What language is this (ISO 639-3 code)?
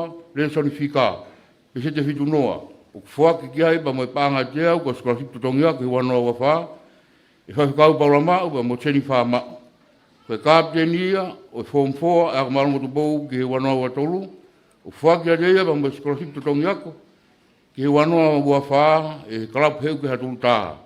ton